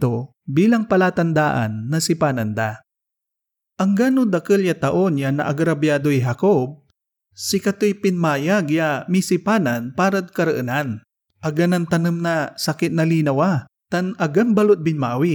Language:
Pangasinan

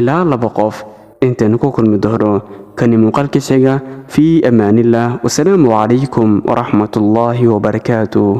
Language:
Somali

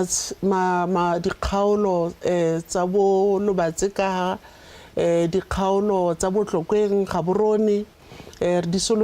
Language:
Tswana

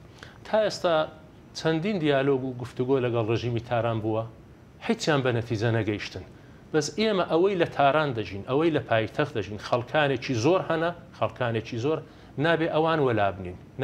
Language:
Central Kurdish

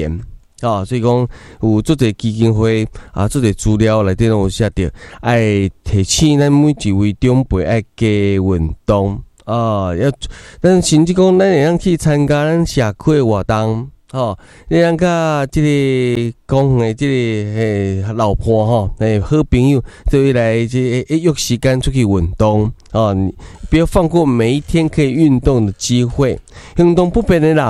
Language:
Min Nan Chinese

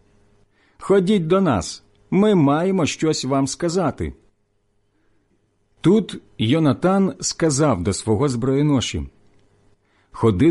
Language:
Ukrainian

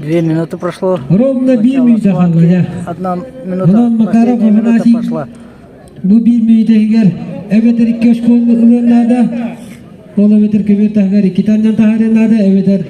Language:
Yakut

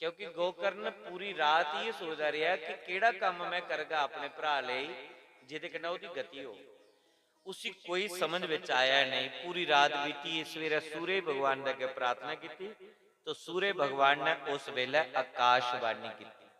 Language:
Dogri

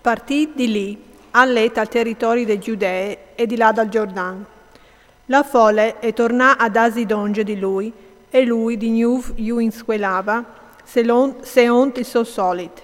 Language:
Friulian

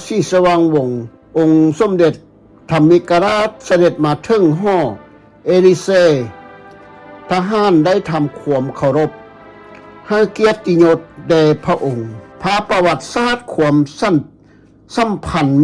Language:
Lao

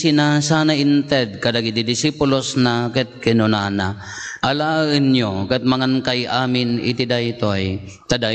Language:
Iloko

